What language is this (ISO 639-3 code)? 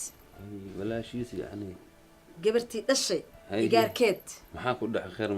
som